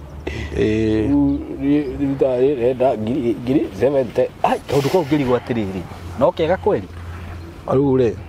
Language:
Kikuyu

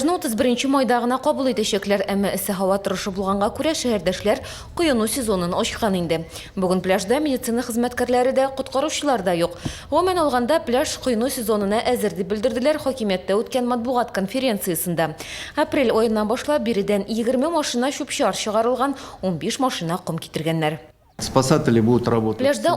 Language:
Tatar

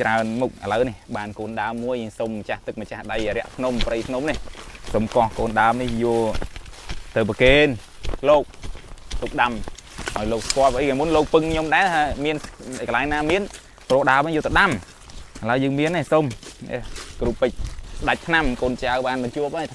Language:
Khmer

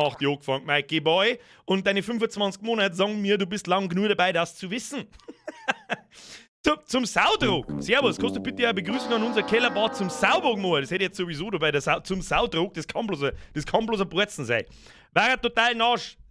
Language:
Bavarian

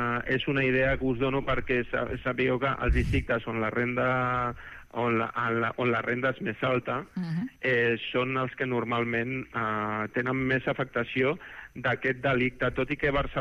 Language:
Catalan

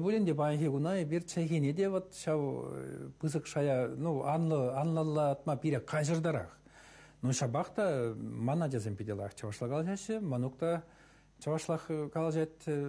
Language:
Chuvash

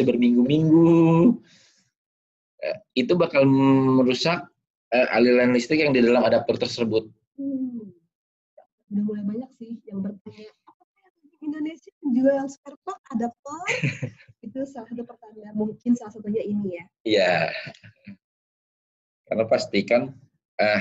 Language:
Indonesian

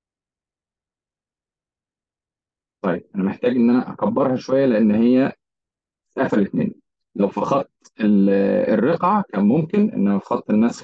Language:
Egyptian Arabic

